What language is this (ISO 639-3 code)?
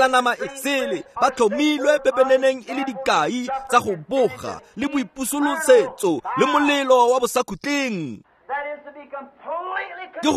tsn